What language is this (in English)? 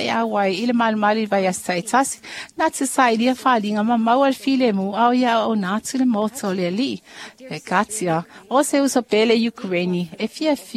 Samoan